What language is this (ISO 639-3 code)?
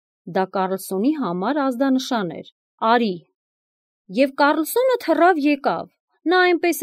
hye